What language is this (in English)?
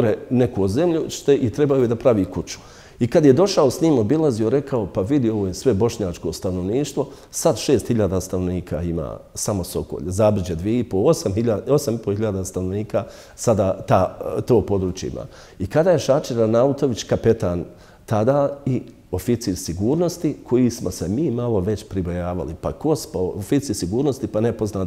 Bosnian